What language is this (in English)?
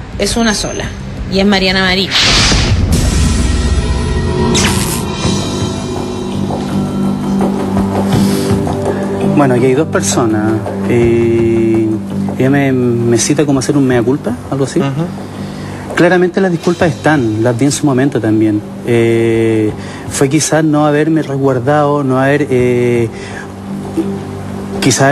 Spanish